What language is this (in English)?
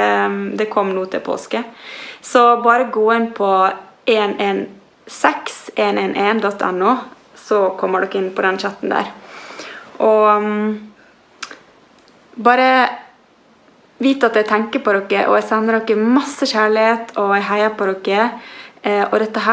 Norwegian